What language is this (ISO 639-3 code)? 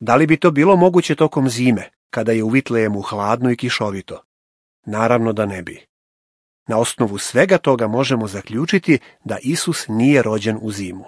srp